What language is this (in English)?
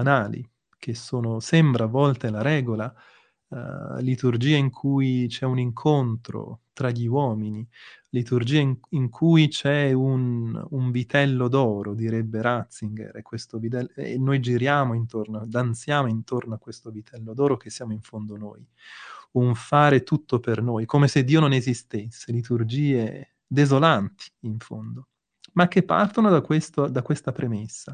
Italian